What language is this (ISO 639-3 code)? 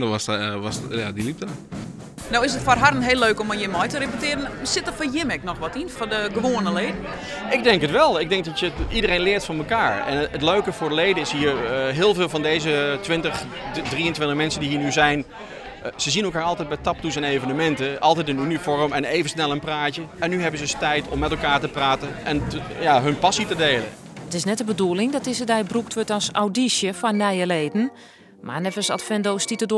fry